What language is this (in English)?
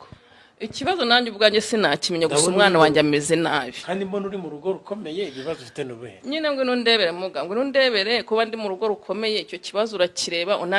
Kinyarwanda